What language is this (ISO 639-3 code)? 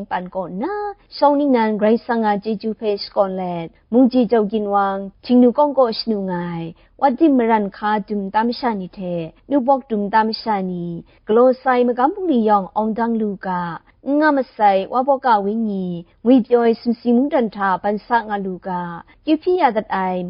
kac